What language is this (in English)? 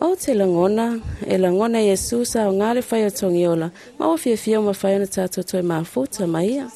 Samoan